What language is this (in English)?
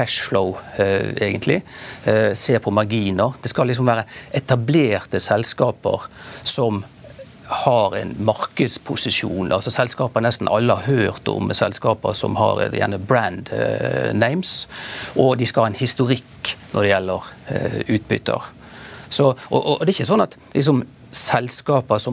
Norwegian